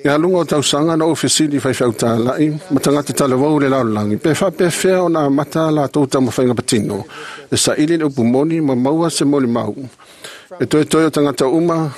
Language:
Samoan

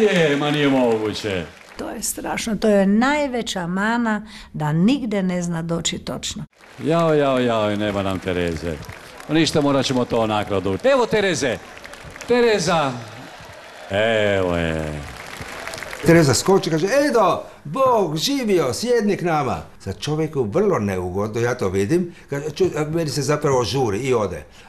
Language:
Croatian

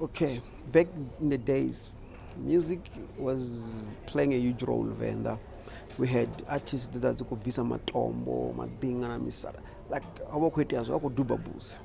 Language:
Venda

